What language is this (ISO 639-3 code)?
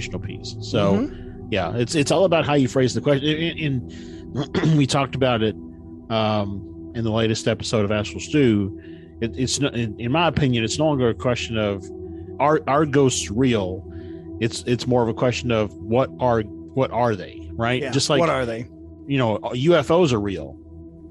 eng